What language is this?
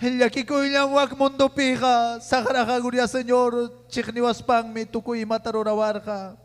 Ayacucho Quechua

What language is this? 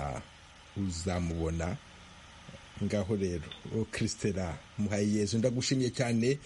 Kinyarwanda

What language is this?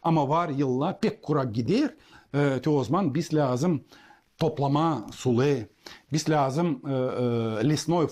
Gagauz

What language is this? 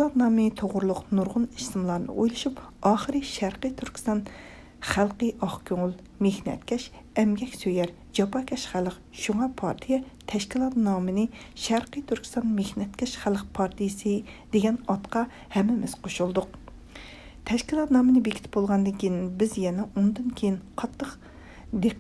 Uyghur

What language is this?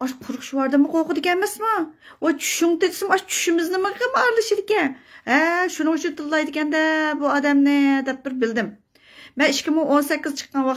Uyghur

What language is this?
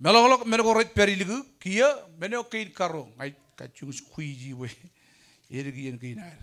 Marshallese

